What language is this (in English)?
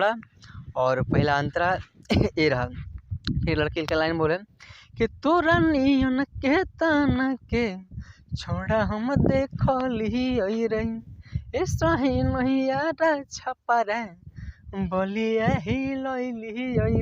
Magahi